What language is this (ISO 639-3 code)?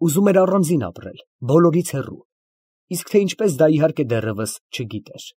hye